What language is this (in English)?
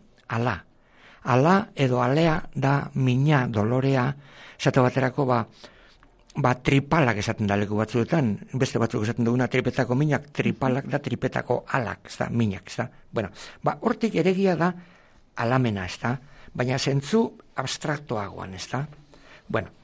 Basque